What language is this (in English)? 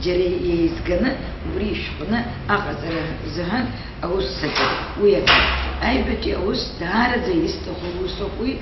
Abkhazian